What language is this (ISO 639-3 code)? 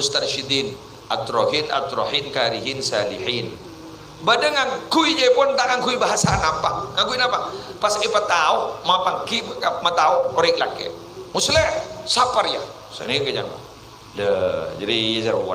mad